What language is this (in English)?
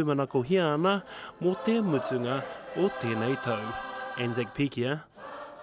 Māori